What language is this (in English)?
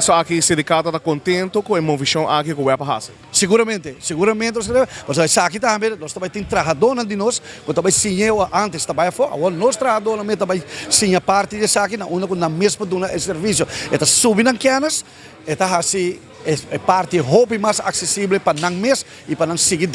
Papiamento